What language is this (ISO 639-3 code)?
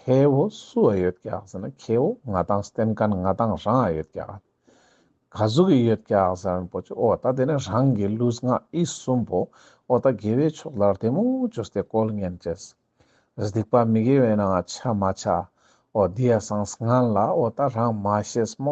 lbj